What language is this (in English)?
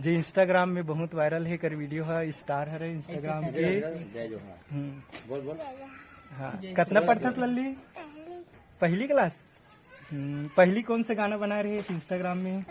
Chhattisgarhi